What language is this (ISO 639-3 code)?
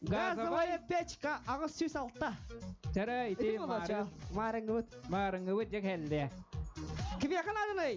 sah